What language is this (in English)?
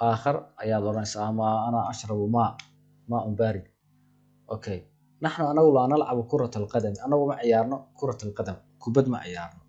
Somali